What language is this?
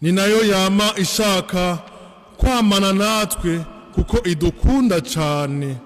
Rundi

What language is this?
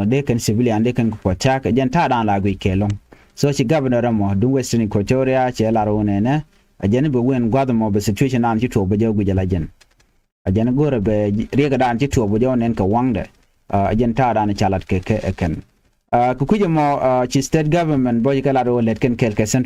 Nuer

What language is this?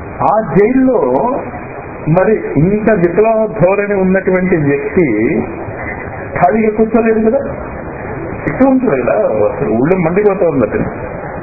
Telugu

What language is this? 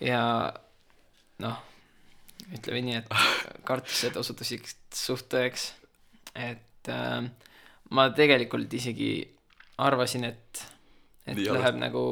Estonian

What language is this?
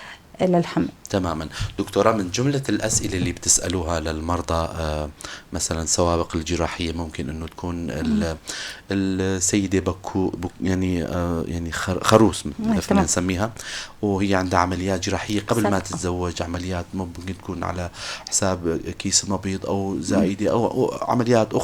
North Levantine Arabic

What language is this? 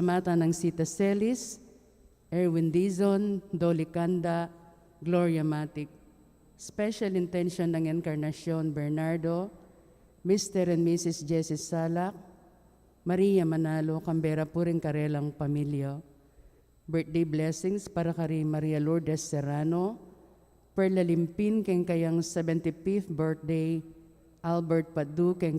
Pampanga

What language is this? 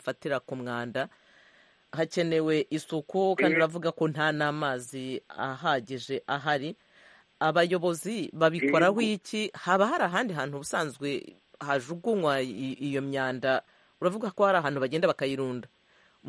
Kinyarwanda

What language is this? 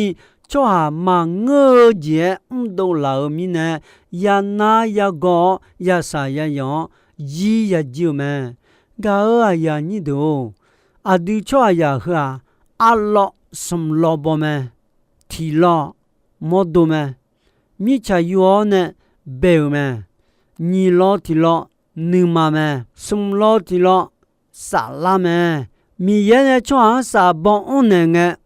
Akha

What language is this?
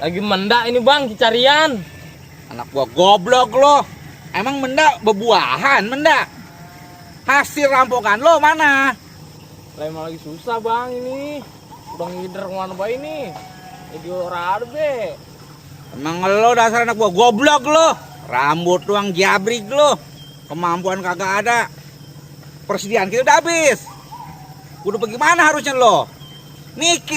Betawi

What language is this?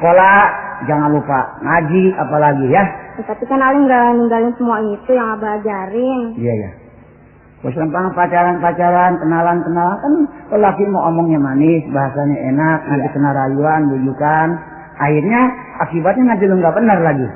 Betawi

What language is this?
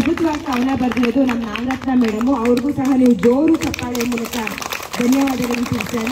Kannada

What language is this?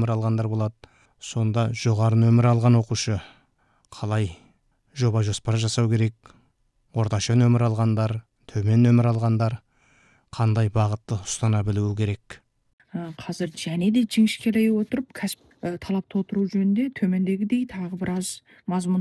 Kazakh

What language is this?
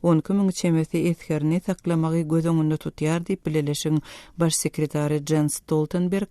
Turkmen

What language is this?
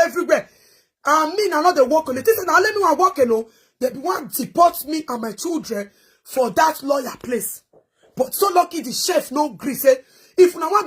Nigerian Pidgin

